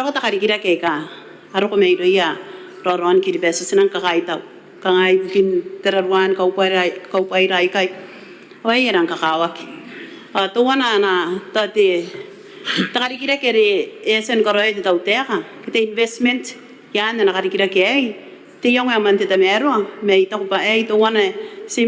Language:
Gilbertese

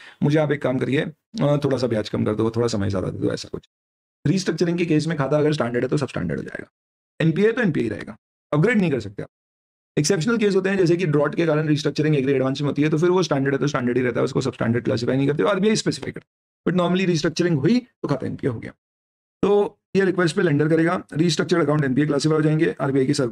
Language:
Hindi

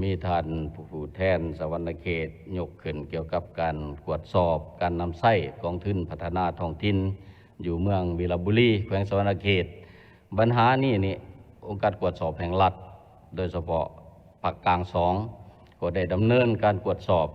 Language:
Lao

